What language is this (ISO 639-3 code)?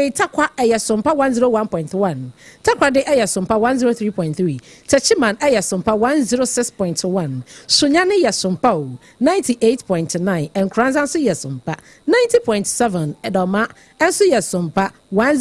aka